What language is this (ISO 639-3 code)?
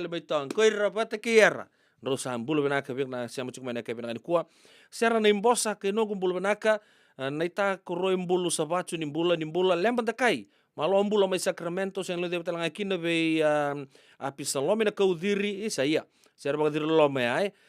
fij